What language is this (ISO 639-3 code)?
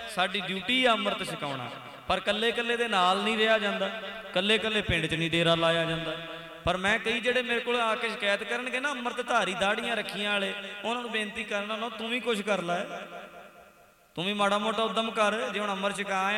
pan